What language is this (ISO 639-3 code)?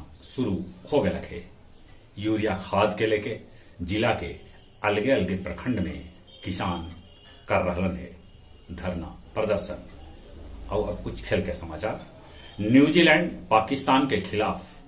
mag